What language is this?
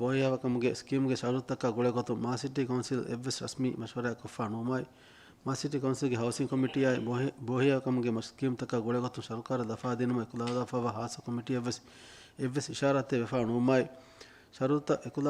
Divehi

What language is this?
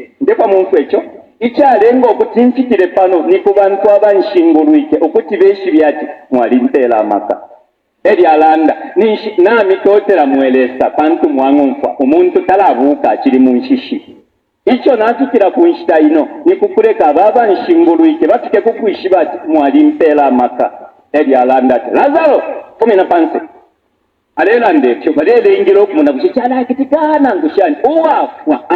Bemba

